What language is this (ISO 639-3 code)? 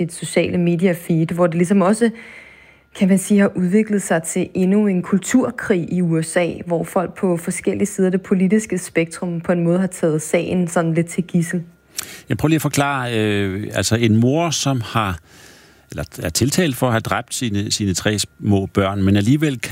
dan